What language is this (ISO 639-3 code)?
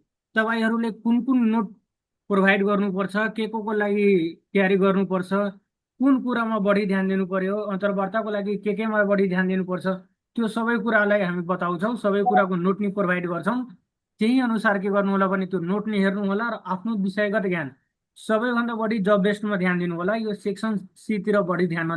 nep